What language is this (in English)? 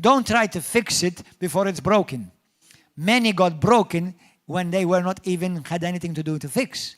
English